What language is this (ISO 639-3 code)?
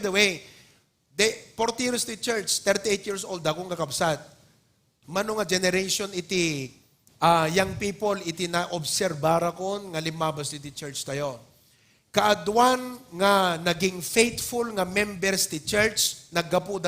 ilo